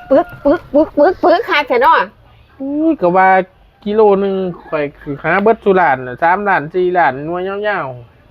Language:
Northeastern Thai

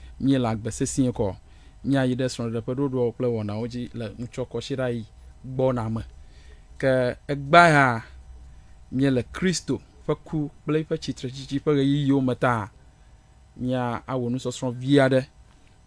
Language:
Ewe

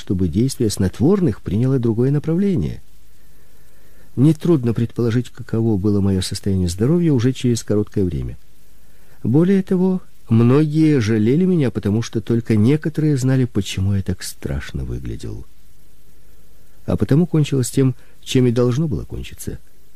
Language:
Russian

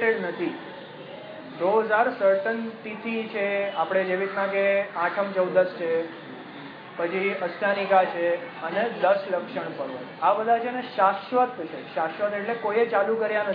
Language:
Gujarati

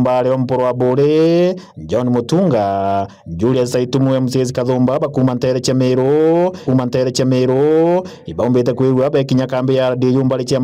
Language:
Meru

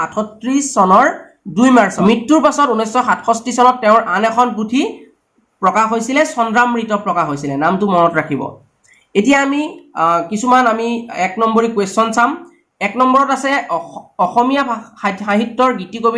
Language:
Assamese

